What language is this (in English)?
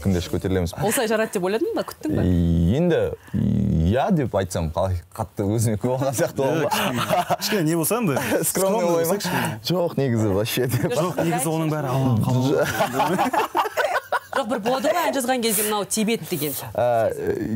Kazakh